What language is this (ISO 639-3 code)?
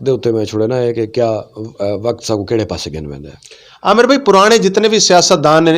skr